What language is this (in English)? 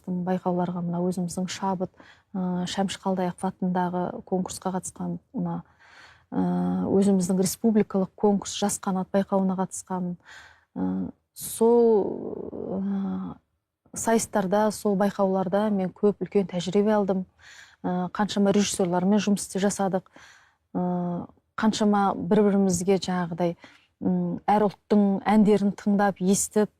Kazakh